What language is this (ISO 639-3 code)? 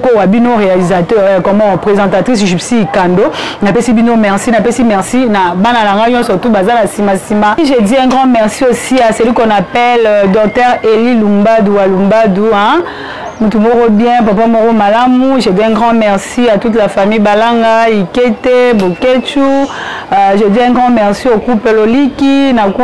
lin